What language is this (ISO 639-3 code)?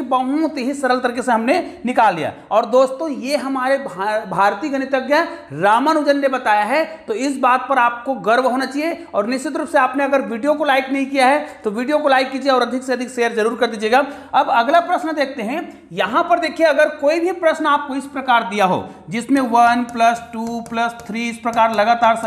hin